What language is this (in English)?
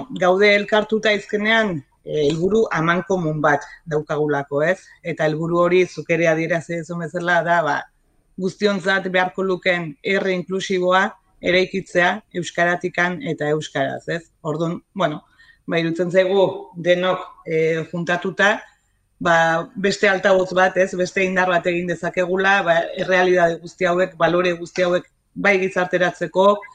Basque